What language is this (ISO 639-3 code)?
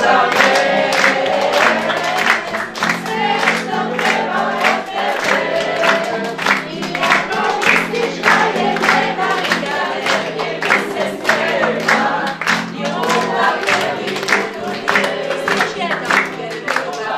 hrv